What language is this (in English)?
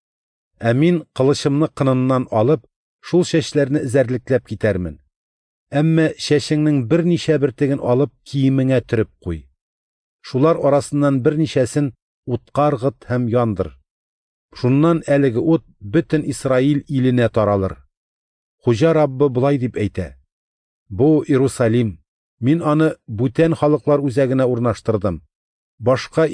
Tatar